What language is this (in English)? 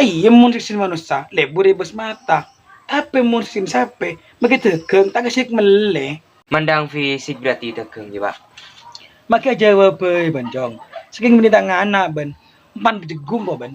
Madurese